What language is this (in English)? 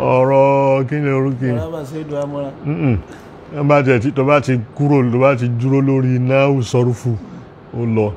Yoruba